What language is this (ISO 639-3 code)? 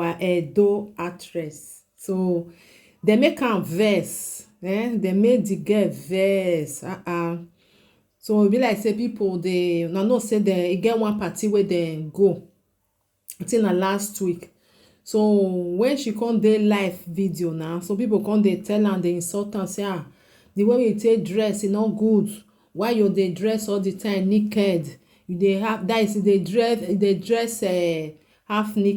pcm